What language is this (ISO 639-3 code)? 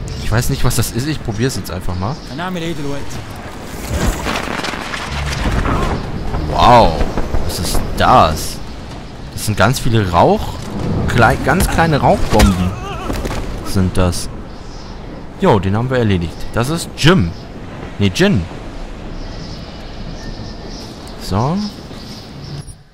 deu